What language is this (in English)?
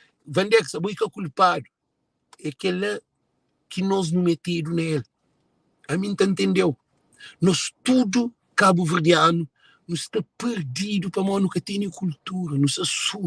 Kabuverdianu